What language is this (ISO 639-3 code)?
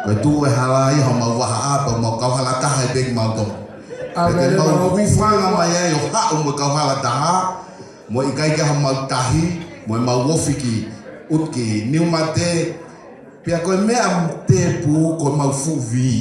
ton